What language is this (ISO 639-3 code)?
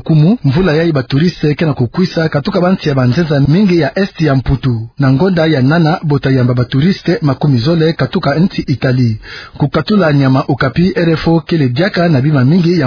ktu